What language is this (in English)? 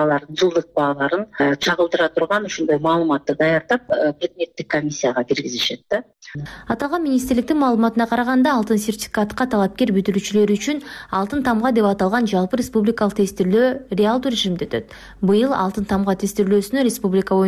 Kyrgyz